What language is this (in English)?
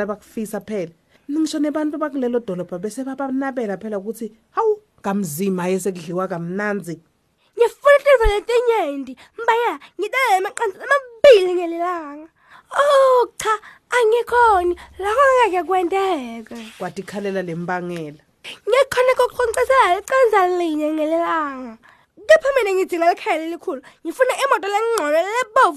Swati